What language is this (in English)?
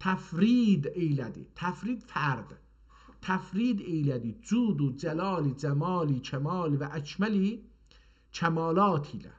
South Azerbaijani